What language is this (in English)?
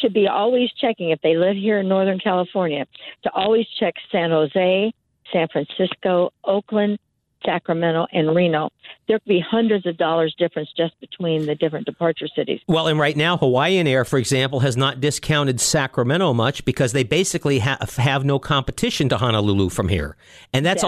English